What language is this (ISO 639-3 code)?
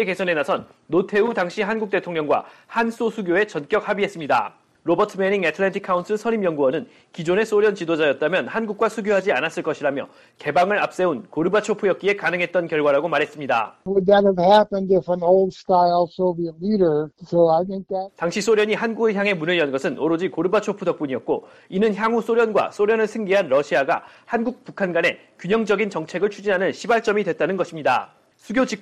kor